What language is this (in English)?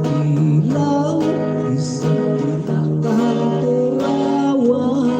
Hiligaynon